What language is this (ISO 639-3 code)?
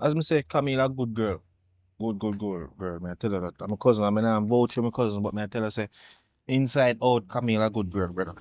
jam